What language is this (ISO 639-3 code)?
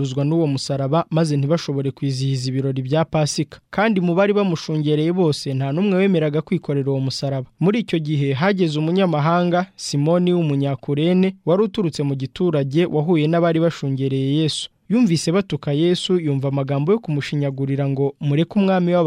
kin